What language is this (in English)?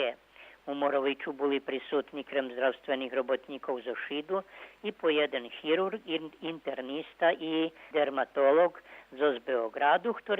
Rusyn